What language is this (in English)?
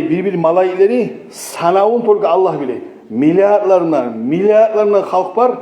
Kumyk